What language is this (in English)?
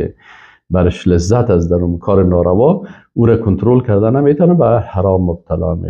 Persian